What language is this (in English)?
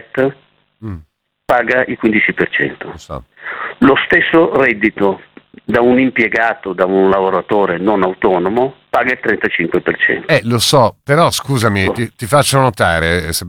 Italian